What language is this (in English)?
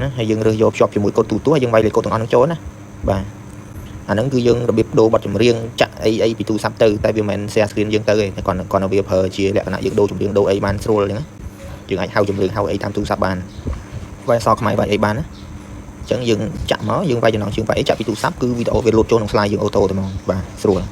Khmer